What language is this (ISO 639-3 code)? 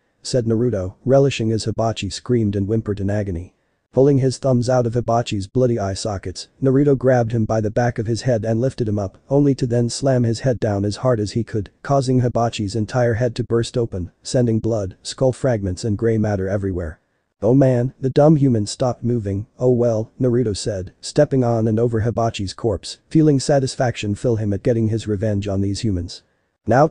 eng